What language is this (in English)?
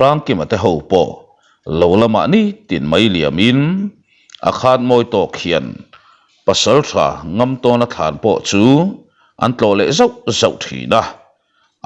Mizo